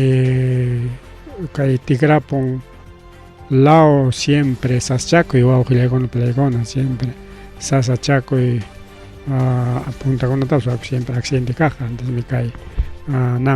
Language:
Ayacucho Quechua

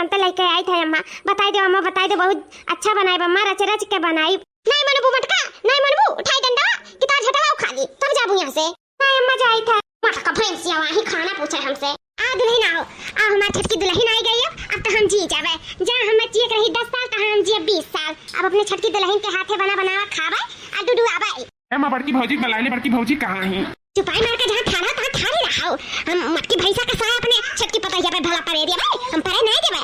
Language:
Awadhi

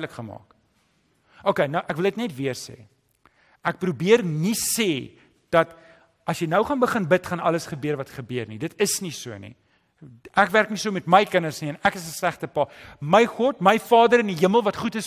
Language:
Afrikaans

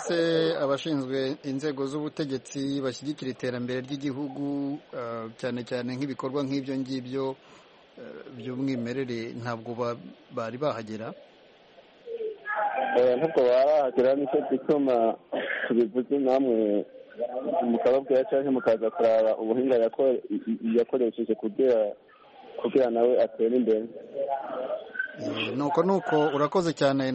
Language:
Kinyarwanda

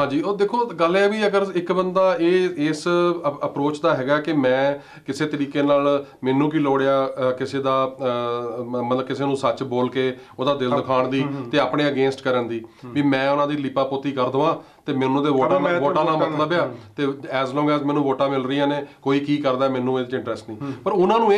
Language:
Punjabi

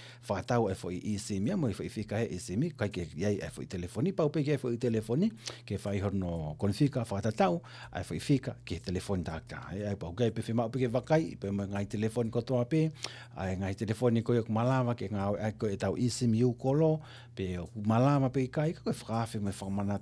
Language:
Tongan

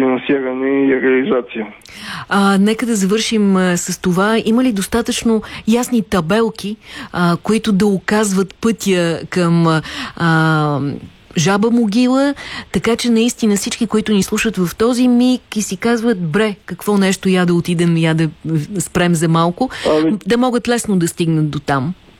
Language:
Bulgarian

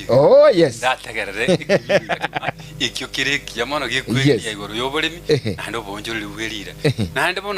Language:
Gusii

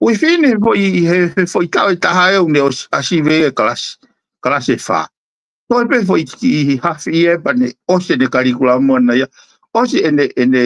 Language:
Tongan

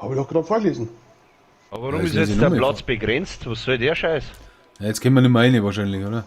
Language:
Bavarian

